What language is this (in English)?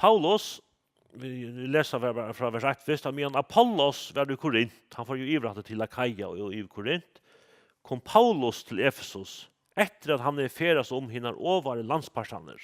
Faroese